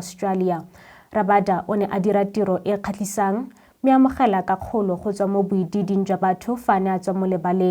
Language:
Tswana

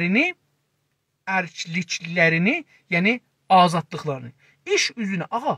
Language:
South Azerbaijani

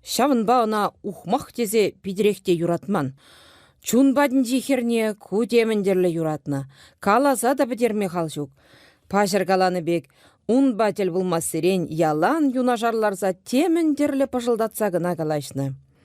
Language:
Chuvash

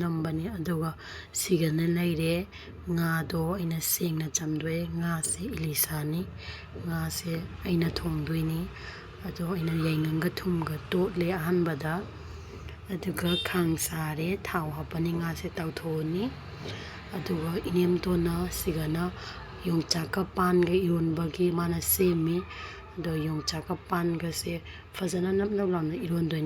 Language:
Manipuri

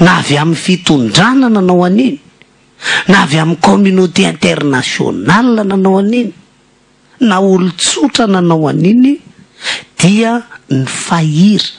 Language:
Malagasy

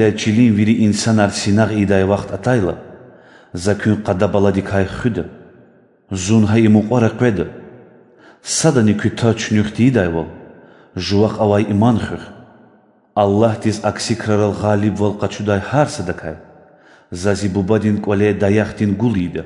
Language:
Lezghian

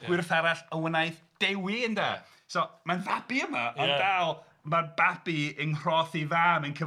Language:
Welsh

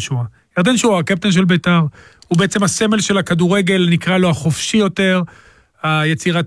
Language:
Hebrew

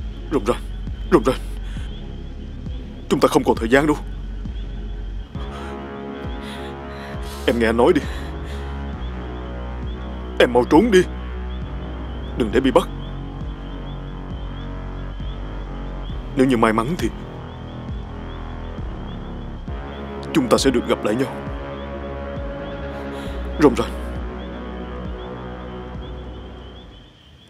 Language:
Vietnamese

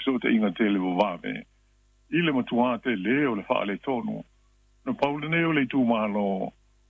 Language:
Samoan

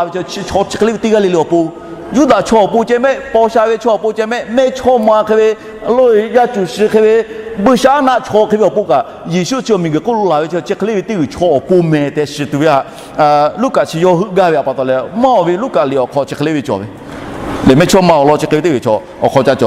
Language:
Lahu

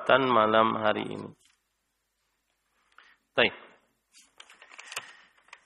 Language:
Indonesian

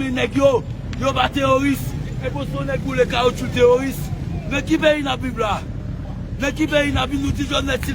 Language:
Haitian Creole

